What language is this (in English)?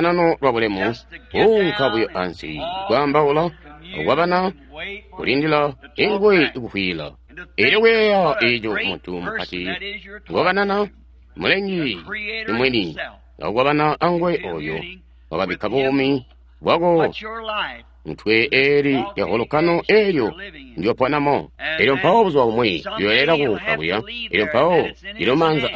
Tonga (Zambia)